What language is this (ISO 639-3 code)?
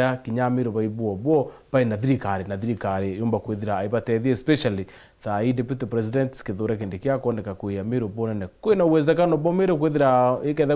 mer